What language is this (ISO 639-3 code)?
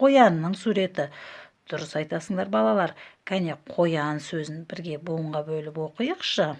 kaz